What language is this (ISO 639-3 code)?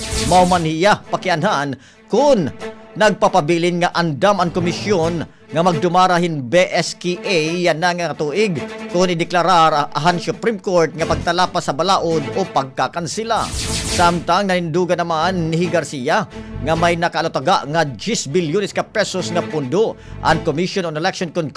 war